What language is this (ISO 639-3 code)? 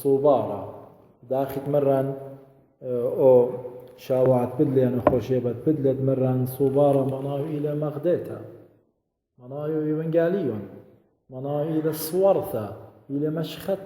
aii